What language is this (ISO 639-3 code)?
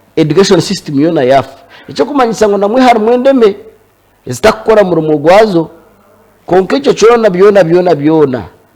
nyn